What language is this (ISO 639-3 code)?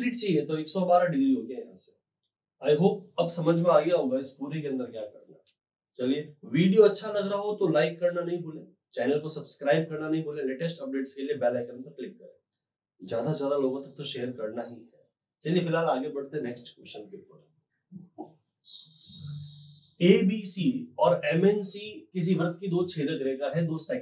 hin